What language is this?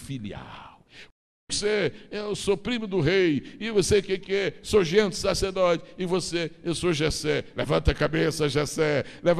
Portuguese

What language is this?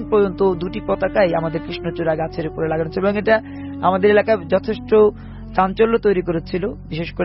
Bangla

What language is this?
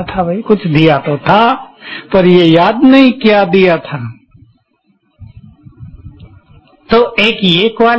Hindi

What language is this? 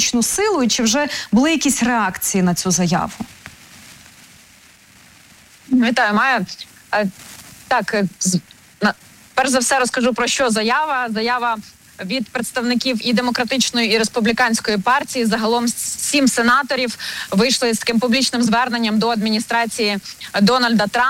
Ukrainian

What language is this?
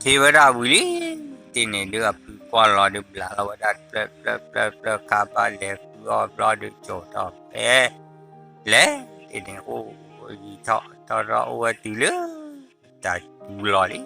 S'gaw Karen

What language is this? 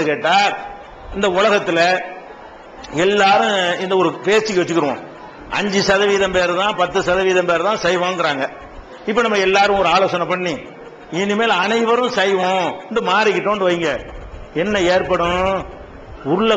Tamil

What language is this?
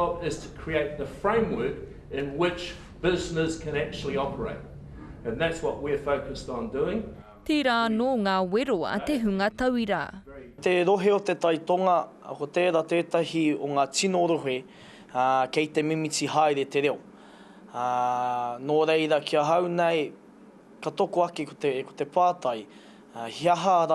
Māori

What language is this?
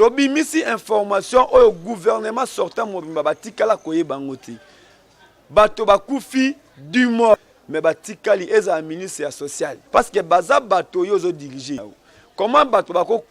Lingala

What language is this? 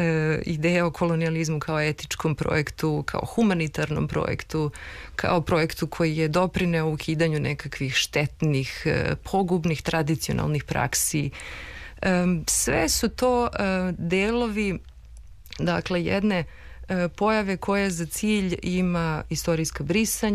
Serbian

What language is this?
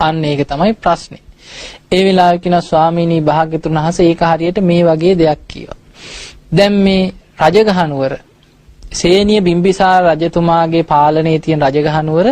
Sinhala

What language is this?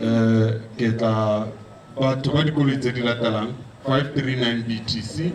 Tswana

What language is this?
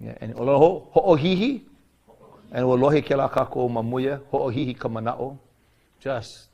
Hawaiian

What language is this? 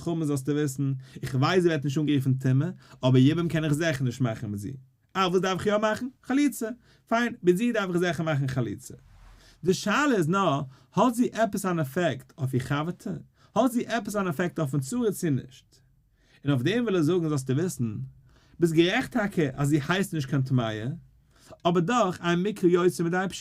Yiddish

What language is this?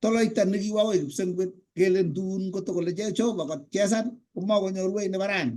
Kalenjin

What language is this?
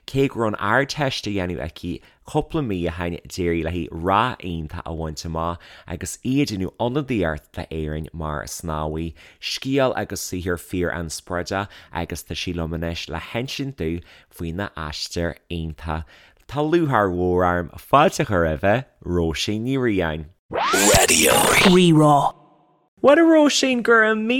Irish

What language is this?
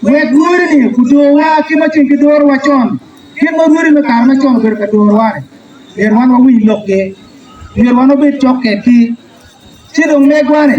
Acoli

